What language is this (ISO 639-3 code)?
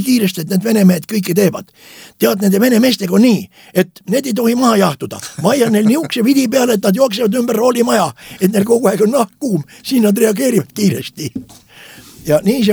est